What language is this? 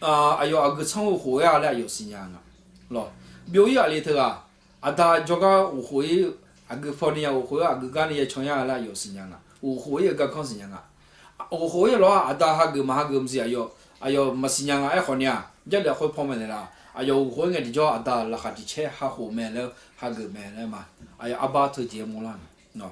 Akha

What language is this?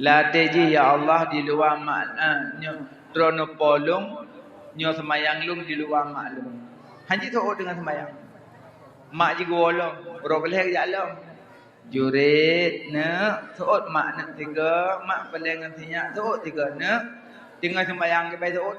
Achinese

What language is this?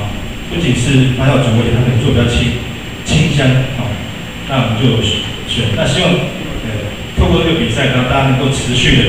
Min Nan Chinese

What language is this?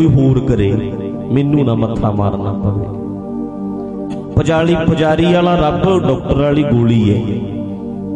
Punjabi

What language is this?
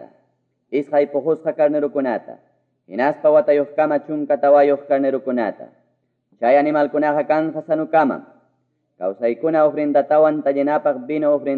Quechua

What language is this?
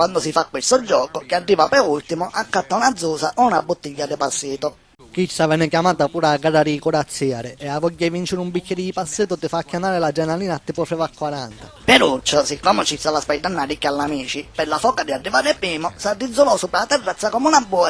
Sicilian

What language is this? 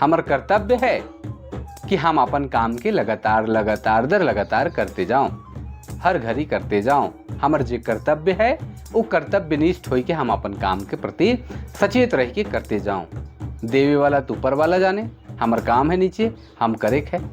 Sadri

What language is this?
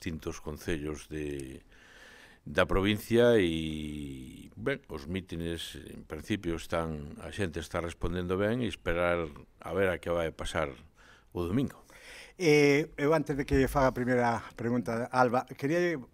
Galician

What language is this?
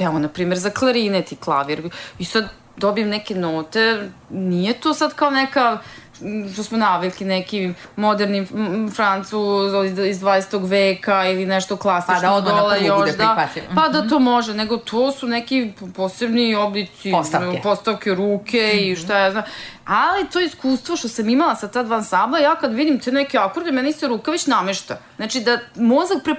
Serbian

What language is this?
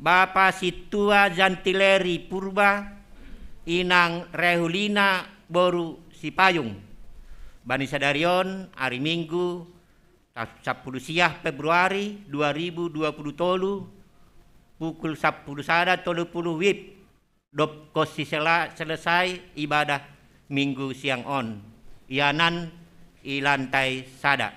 Batak Simalungun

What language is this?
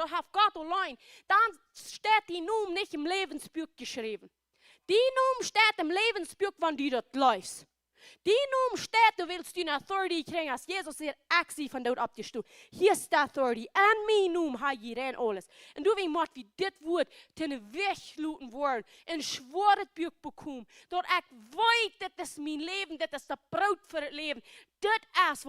Plautdietsch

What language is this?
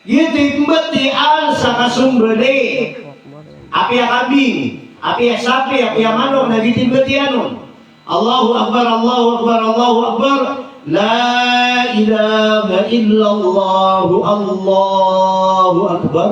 Maranao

